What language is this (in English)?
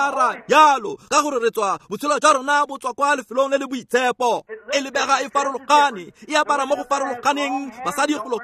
Tswana